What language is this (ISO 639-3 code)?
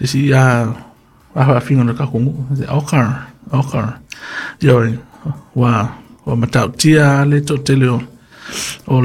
smo